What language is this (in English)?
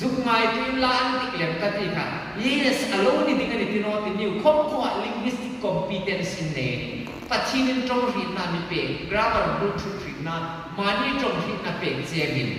Hmar